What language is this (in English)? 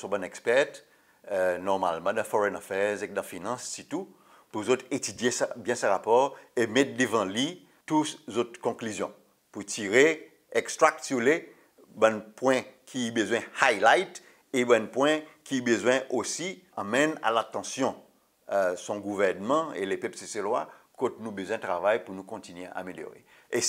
Seselwa Creole French